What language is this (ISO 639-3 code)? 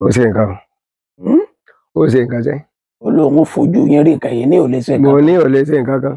yor